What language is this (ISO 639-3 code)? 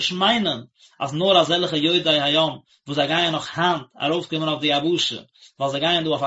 yid